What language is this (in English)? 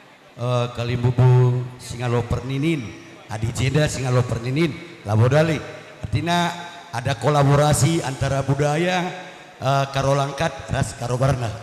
Batak Karo